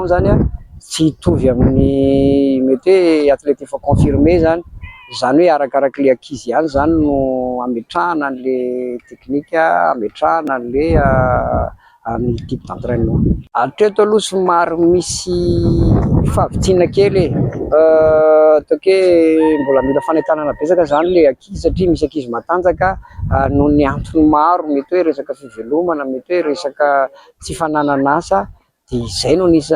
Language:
Malagasy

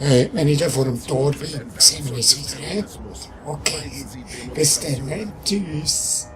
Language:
Swiss German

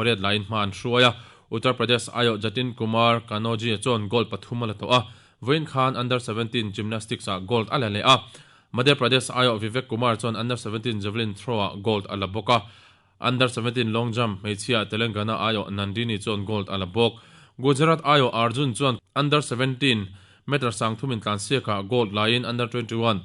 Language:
Mizo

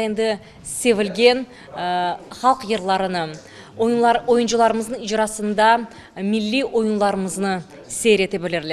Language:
Crimean Tatar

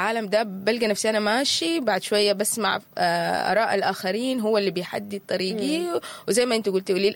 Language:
Sudanese Arabic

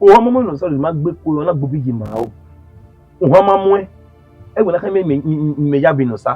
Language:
Bini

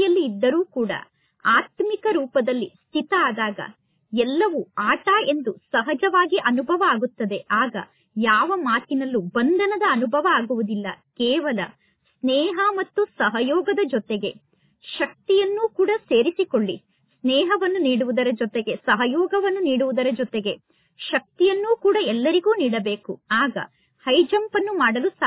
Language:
Kannada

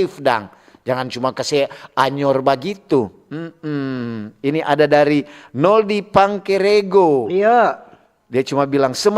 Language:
Manado Malay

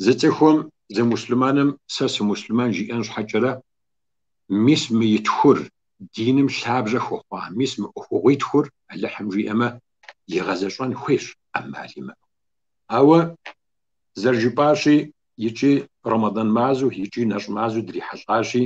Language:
Kabardian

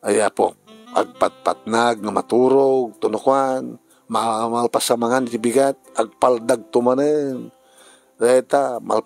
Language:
Iloko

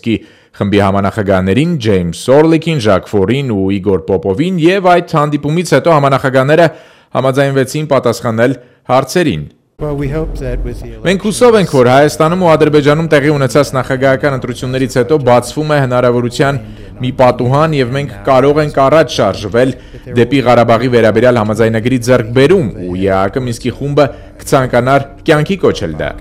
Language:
Armenian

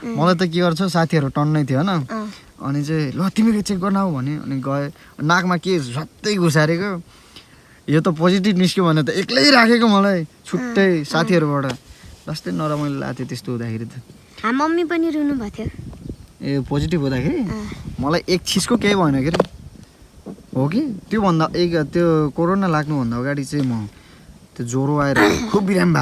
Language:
Nepali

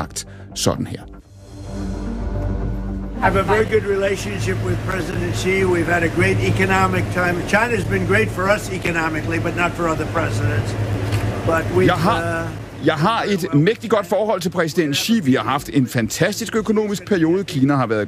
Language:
Danish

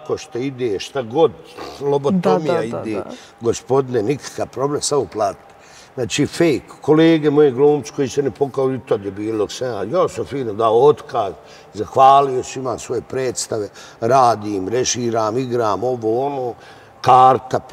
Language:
Bosnian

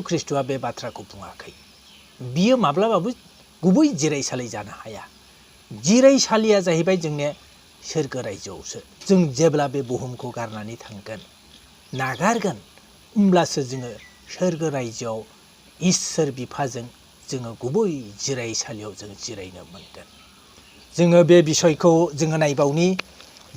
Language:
Bodo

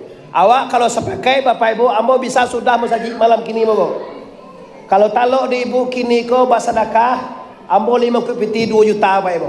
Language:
Minangkabau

